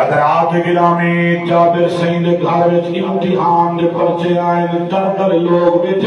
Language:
Saraiki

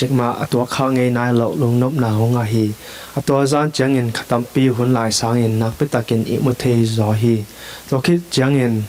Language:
Tedim Chin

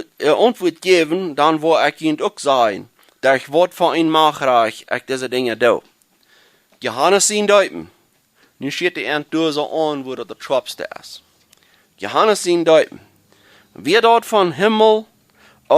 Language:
Plautdietsch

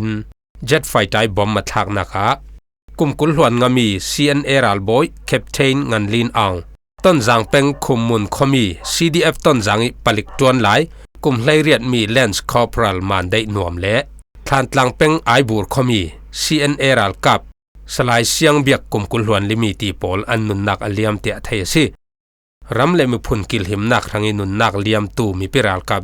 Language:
Falam Chin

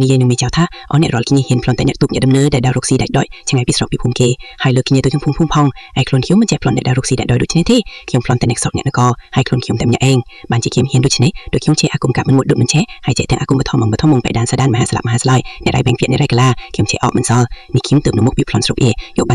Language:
Khmer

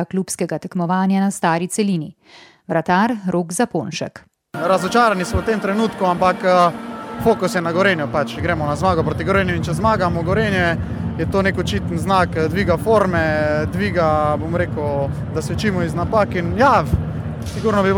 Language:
Slovenian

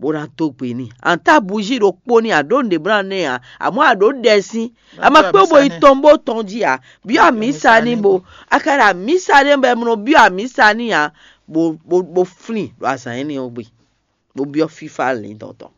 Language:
Fon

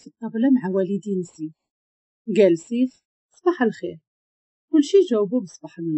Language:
Moroccan Arabic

